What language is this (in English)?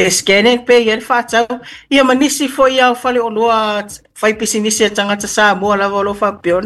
Samoan